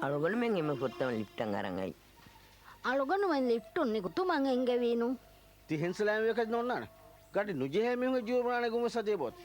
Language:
Divehi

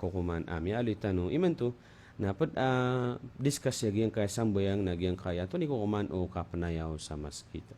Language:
Maranao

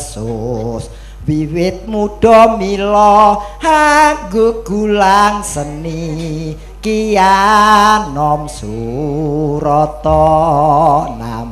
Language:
Javanese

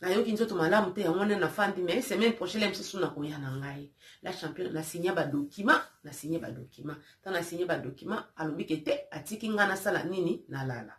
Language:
Lingala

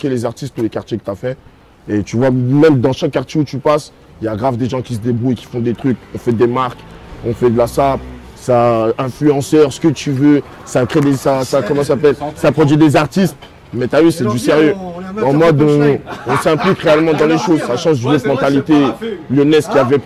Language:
French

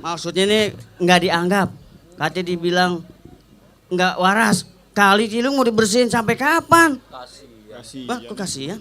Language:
Betawi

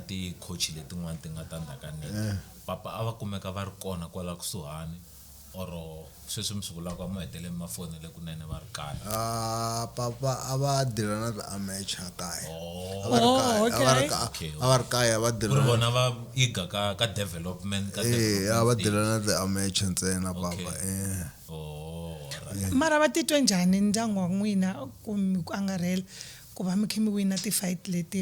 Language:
Tsonga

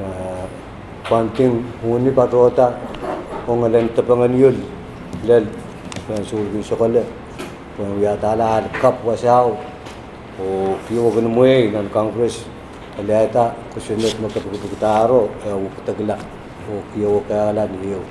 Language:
Pohnpeian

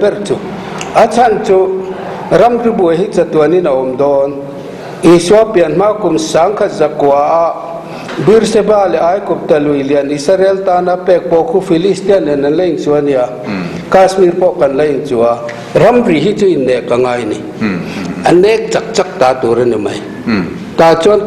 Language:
Mizo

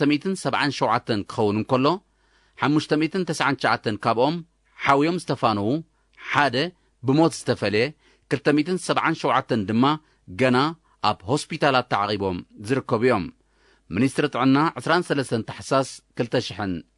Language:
Tigrinya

